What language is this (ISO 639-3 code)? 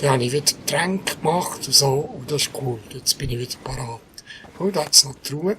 gsw